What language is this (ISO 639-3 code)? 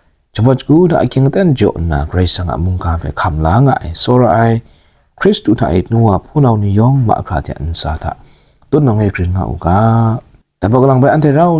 kac